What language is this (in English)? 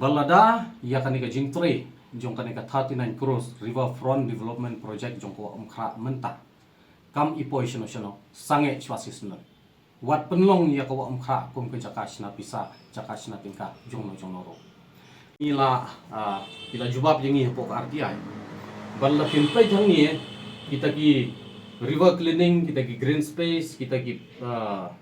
Khasi